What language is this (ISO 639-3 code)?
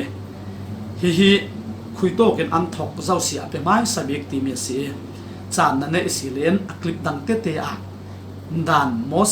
cfm